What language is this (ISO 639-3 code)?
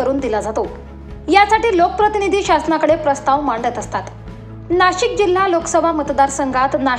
mar